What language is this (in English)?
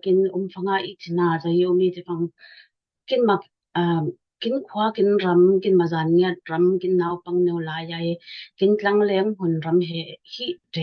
Falam Chin